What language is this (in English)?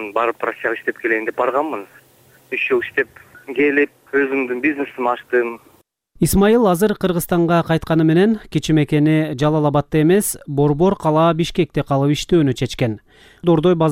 Kyrgyz